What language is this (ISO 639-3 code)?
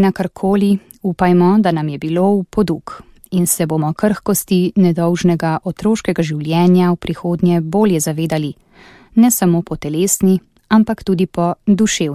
slv